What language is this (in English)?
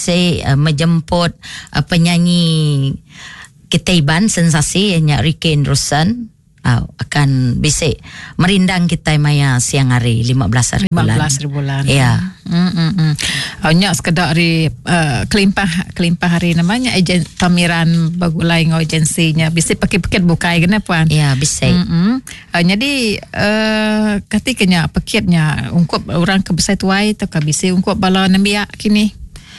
Iban